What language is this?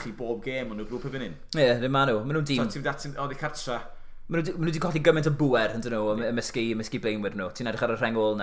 Welsh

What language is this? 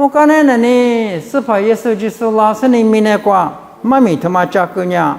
Lisu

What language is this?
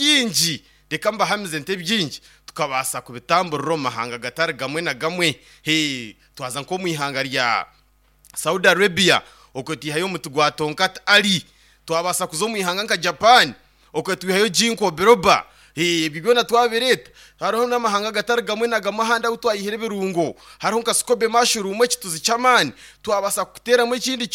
Nyankole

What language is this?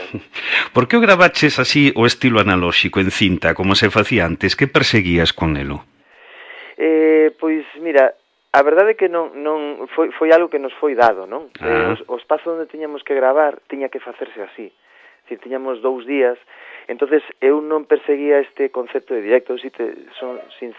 Galician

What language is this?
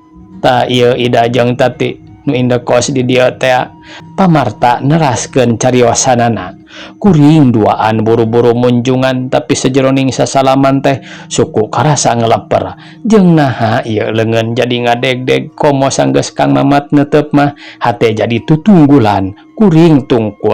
Sundanese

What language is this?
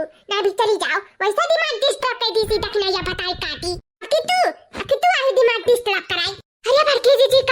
Awadhi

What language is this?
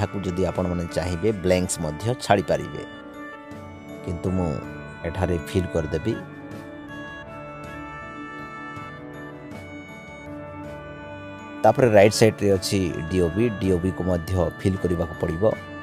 Odia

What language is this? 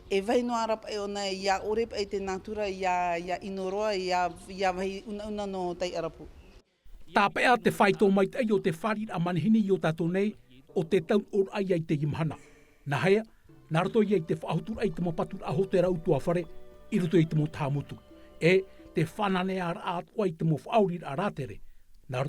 Tahitian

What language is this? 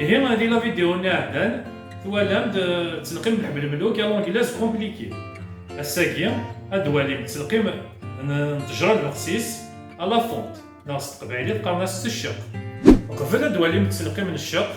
Kabyle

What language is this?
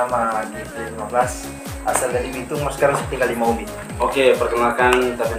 Manado Malay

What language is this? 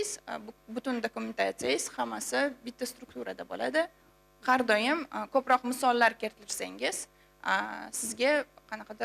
Uzbek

